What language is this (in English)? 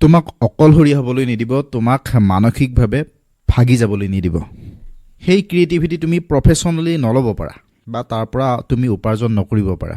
Assamese